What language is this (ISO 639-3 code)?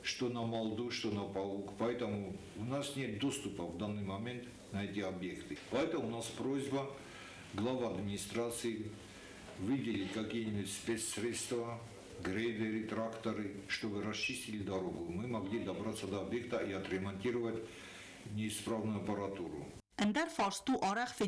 oss